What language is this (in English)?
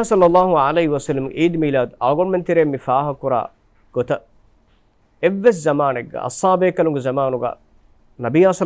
Divehi